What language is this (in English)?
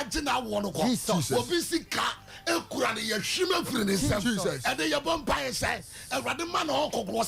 Akan